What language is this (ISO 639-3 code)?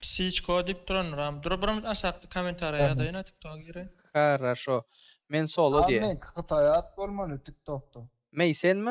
tuk